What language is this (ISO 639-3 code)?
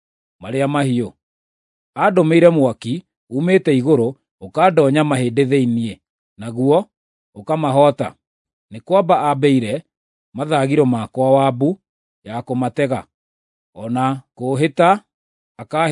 kik